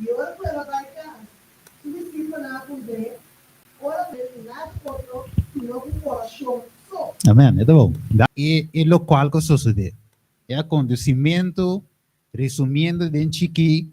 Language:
Papiamento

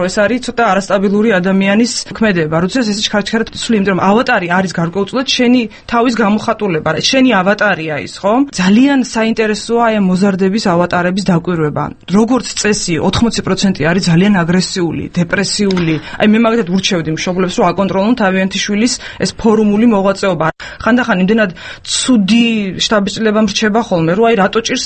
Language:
Georgian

